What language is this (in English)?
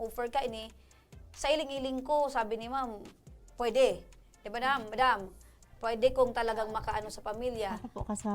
Bikol